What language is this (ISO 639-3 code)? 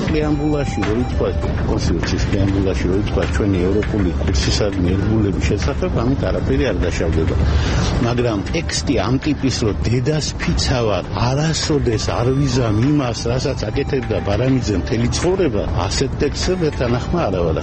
kat